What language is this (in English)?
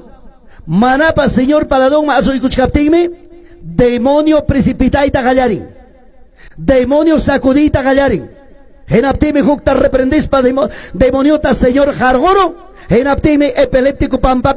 Quechua